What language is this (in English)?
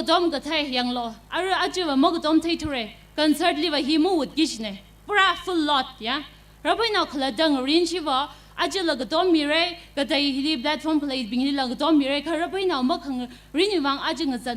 Tangkhul Naga (India)